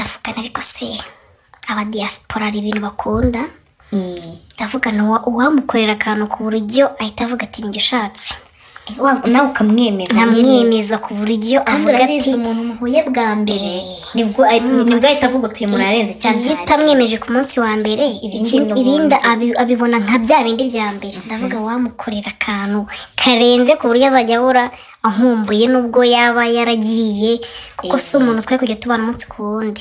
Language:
Kinyarwanda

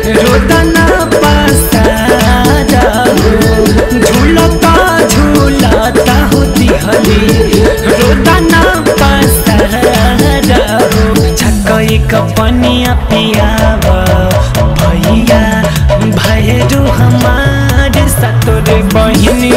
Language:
Bhojpuri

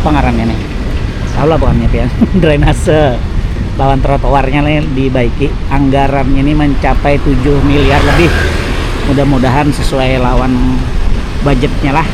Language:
Banjar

